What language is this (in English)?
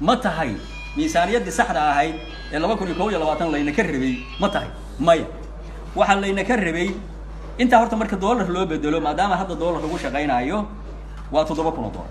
Somali